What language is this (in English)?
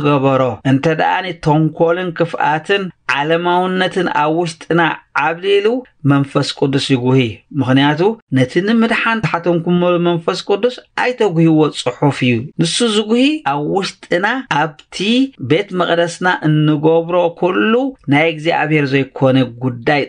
Tigrinya